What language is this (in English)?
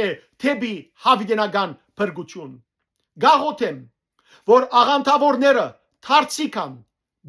Western Armenian